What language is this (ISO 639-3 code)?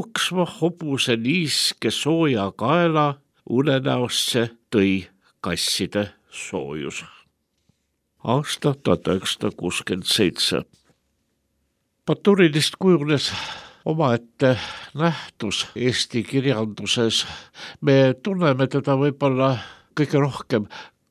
est